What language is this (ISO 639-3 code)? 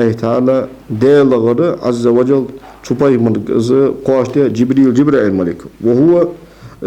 inh